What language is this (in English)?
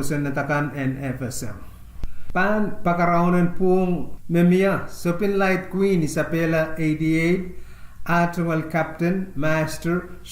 Pohnpeian